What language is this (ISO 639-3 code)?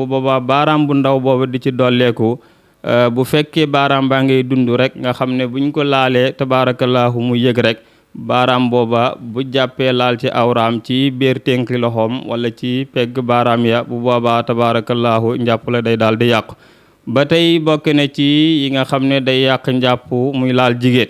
wol